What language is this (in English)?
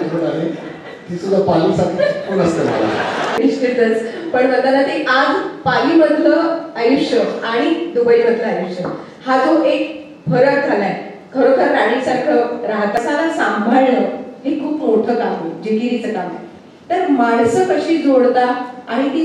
Marathi